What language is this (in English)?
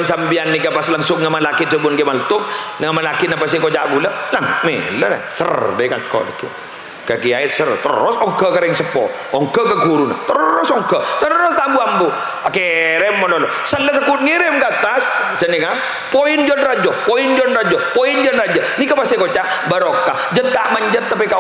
Madurese